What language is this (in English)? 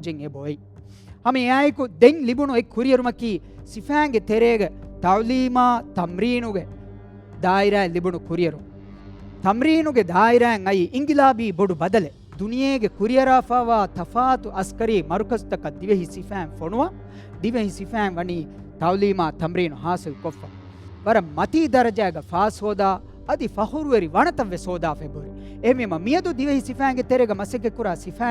Divehi